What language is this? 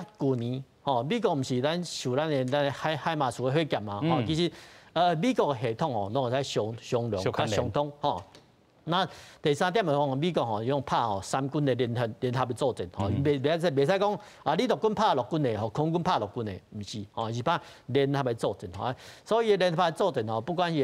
Min Nan Chinese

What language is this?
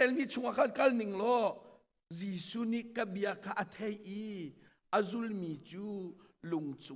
Hakha Chin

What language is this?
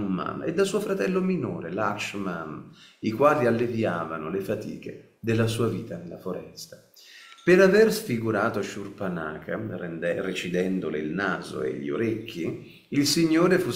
Italian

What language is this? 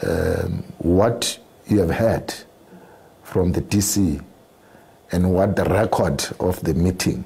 Venda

